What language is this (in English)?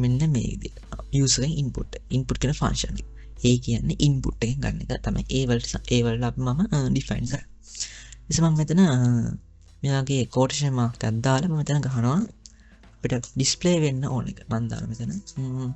Sinhala